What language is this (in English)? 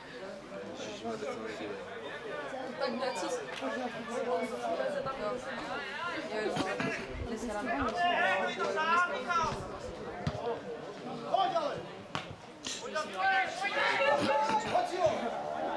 Czech